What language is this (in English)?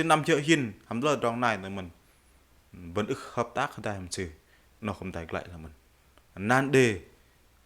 Bahnar